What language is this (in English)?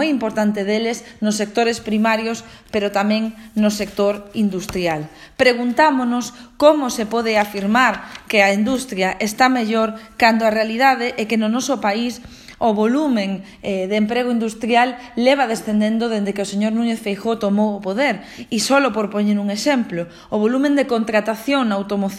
Galician